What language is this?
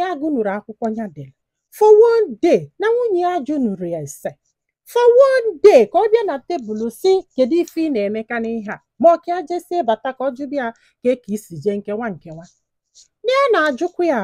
Igbo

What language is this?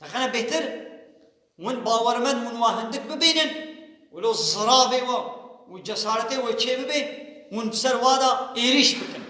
Kurdish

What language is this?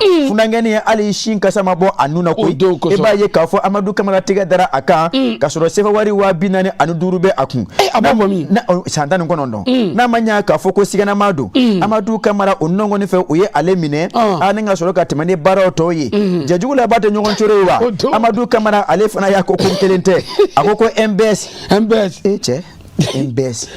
Bambara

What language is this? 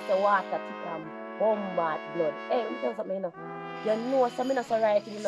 Jamaican Creole English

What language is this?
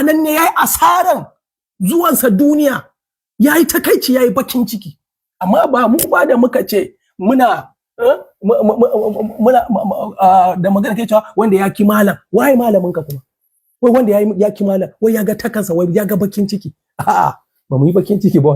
Hausa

